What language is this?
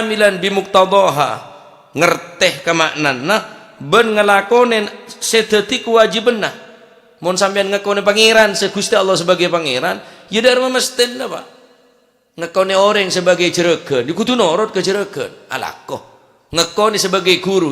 Madurese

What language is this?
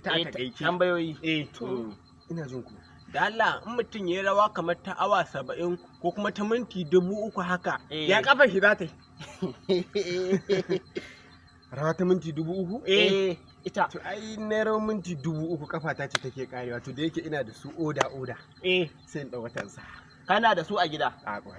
Hausa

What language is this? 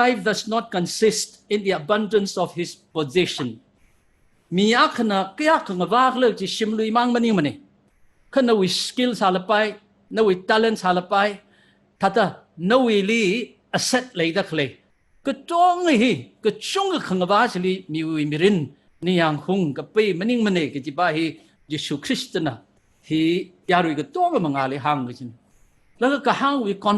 Tangkhul Naga (India)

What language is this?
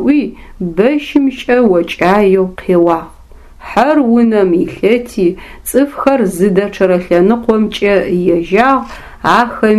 Adyghe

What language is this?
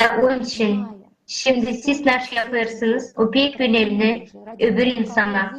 Gagauz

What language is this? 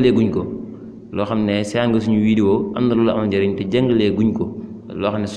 Wolof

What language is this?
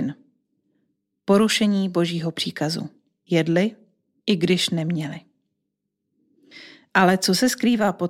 Czech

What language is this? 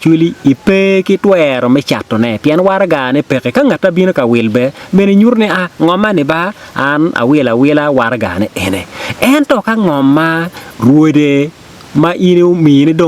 Acoli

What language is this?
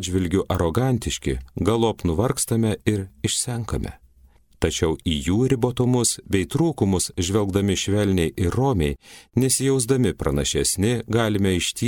Lithuanian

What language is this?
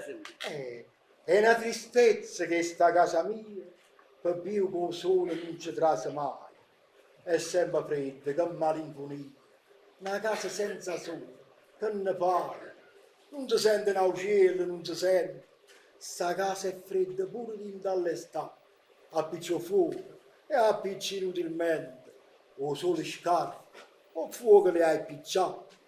Neapolitan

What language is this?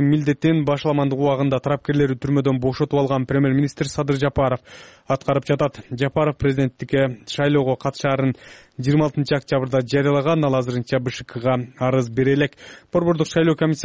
Kyrgyz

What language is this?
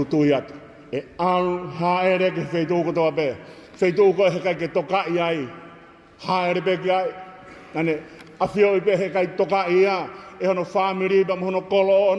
Tongan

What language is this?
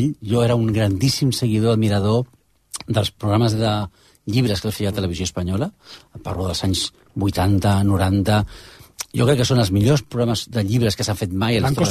Catalan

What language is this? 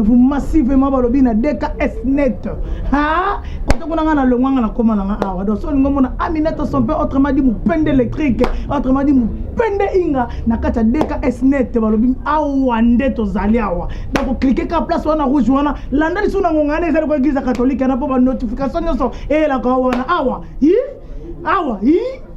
Lingala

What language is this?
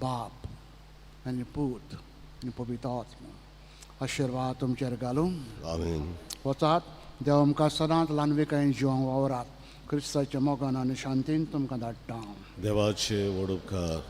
Konkani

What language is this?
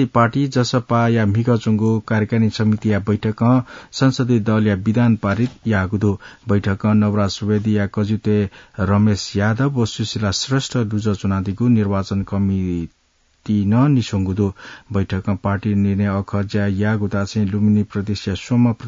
Newari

